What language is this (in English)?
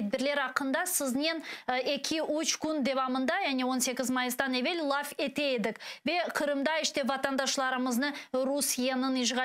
Crimean Tatar